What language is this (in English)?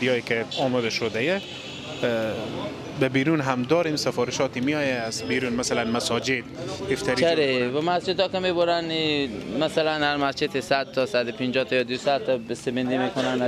Persian